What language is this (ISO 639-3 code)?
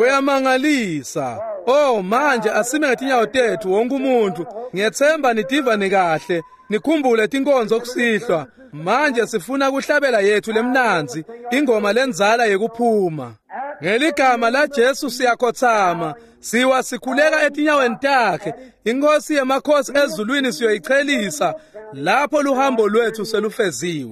ssw